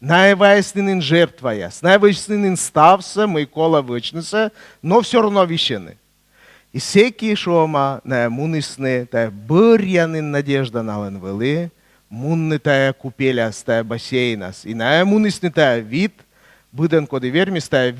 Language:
Komi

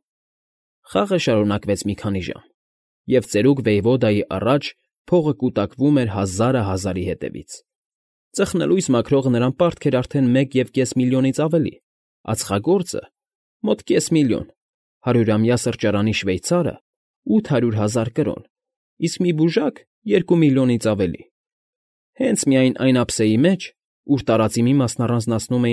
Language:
Armenian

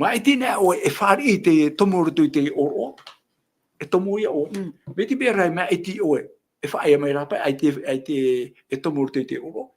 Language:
Tahitian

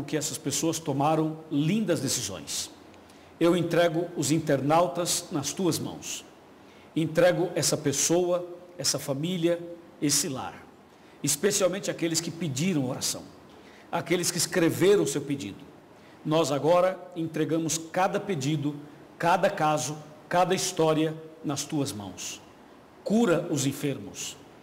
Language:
Portuguese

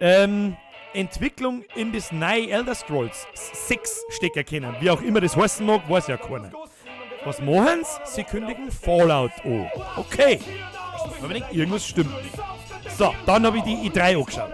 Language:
Bavarian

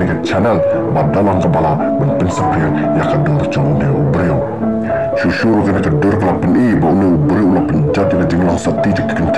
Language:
Khasi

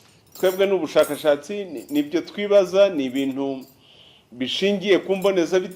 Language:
Kinyarwanda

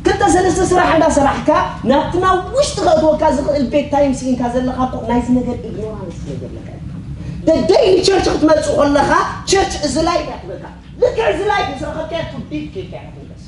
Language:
Tigrinya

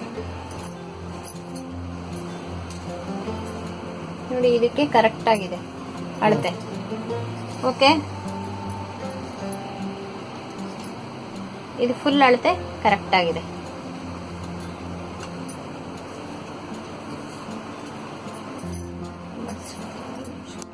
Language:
Kannada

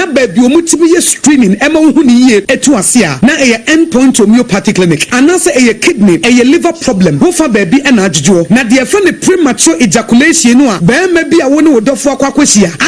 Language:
Akan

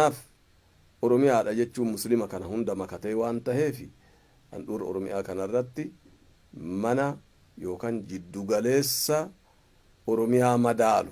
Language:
Oromo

